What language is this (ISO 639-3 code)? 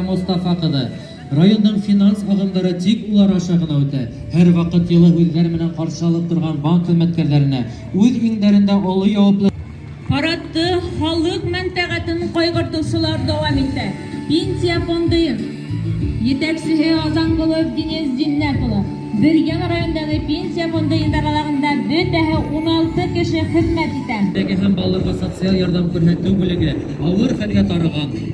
bak